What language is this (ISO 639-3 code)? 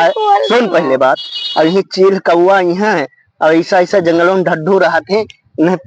awa